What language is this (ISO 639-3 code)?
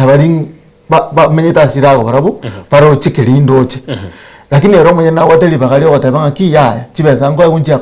guz